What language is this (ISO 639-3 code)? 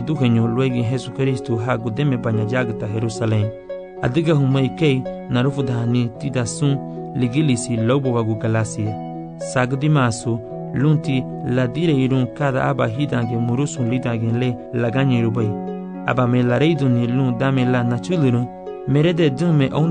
cab